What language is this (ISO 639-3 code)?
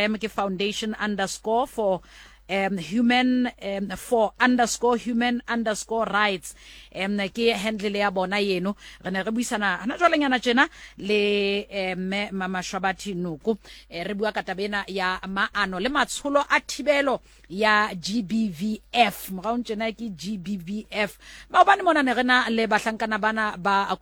sot